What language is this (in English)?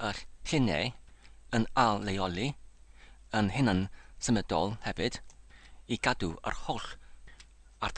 Welsh